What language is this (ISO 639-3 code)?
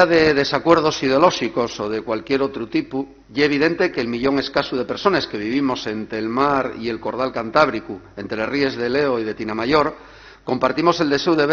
ast